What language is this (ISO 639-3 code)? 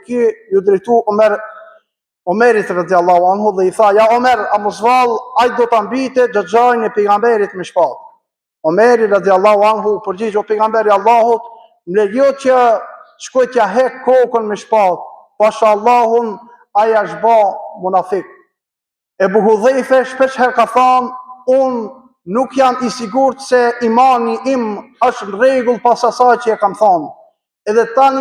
sqi